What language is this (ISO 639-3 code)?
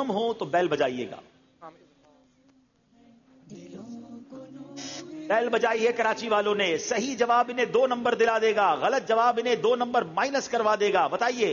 urd